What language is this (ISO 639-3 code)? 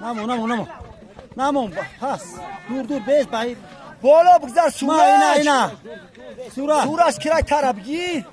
tgk